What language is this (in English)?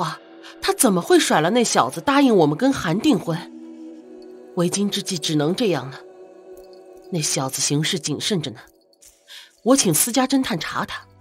Chinese